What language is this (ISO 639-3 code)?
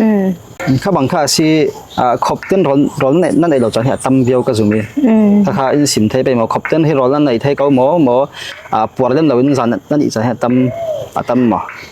cfm